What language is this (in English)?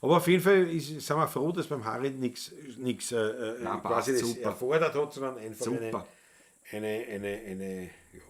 Bavarian